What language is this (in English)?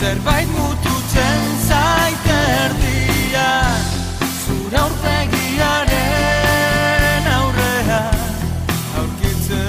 Basque